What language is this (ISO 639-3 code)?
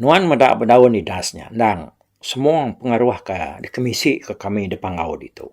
iba